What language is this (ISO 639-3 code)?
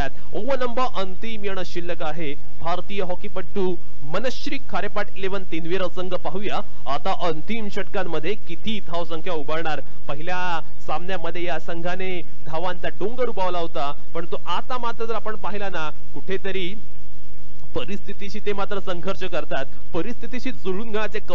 mar